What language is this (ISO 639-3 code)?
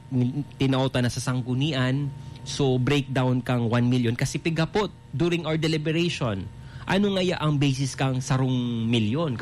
bik